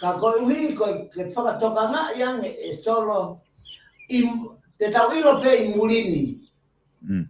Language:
Tongan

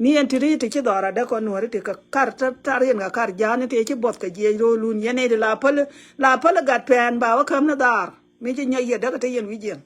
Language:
Nuer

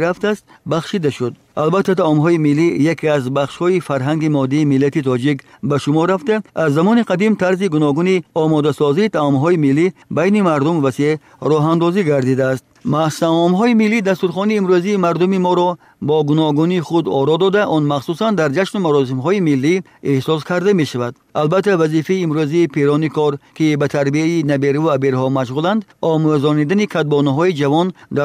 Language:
Tajik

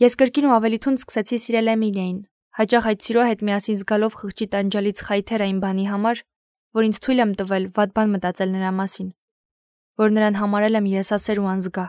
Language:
Armenian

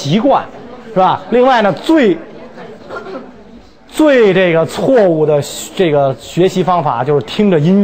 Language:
Chinese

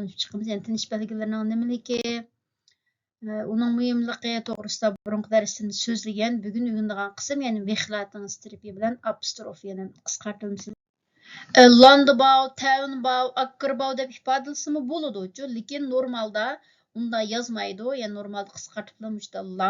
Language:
Uyghur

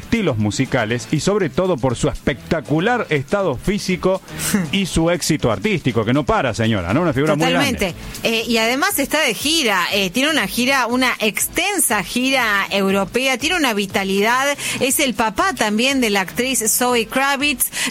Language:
Spanish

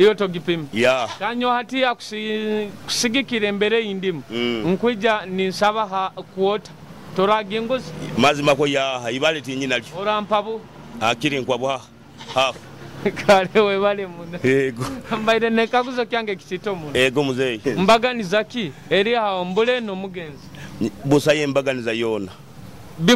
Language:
Nyoro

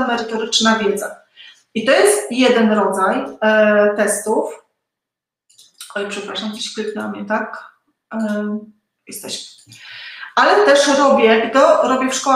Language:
Polish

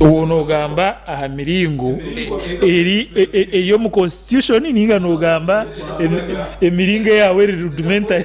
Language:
Nyankole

